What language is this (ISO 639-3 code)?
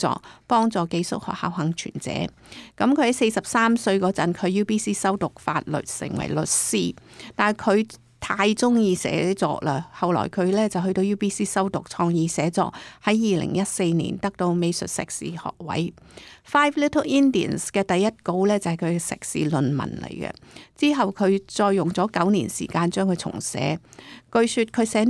yue